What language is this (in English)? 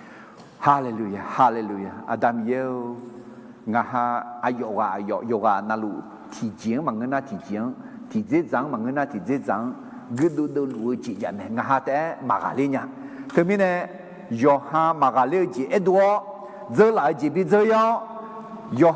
Akha